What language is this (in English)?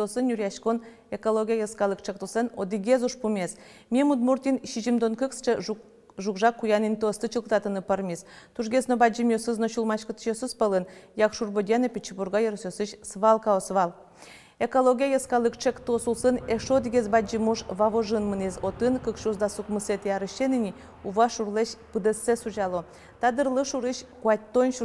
Udmurt